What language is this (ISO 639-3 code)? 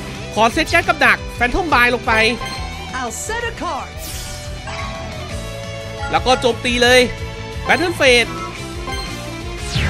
tha